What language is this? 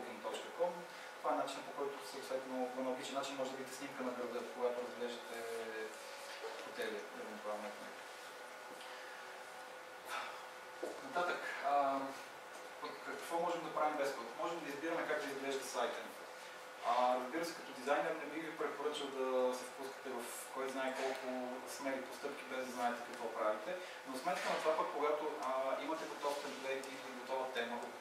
Bulgarian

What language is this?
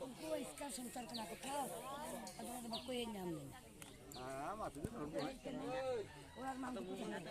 Santali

